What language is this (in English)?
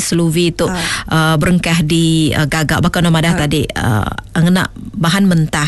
Iban